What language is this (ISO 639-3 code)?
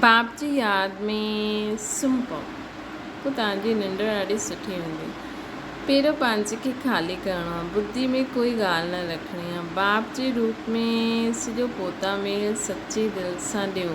snd